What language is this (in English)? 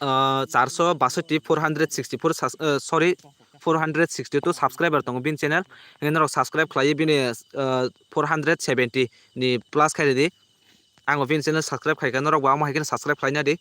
Kok Borok